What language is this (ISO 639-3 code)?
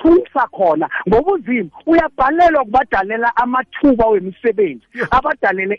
nbl